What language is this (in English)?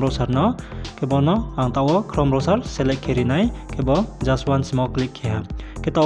Riang (India)